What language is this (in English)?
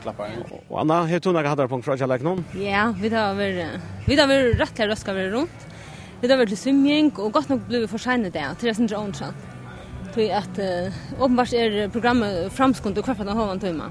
Faroese